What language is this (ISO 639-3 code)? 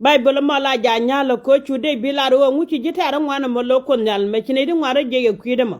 nus